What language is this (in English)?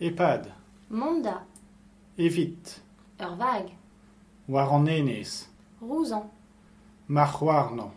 Breton